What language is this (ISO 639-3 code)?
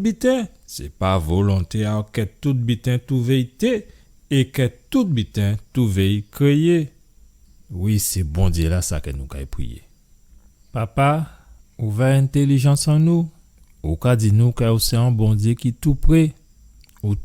gcf